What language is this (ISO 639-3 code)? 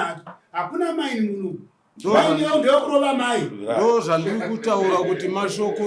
sna